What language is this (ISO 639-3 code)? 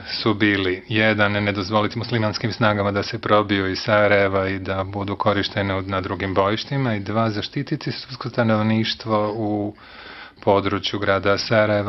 bos